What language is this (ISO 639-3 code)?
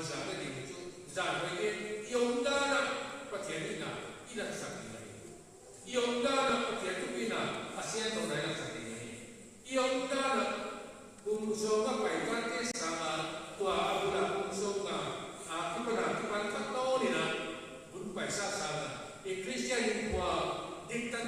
pck